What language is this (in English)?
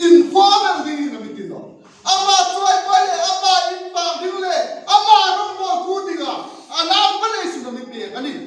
Hmar